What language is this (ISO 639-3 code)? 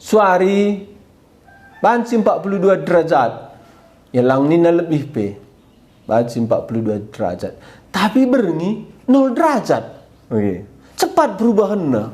btx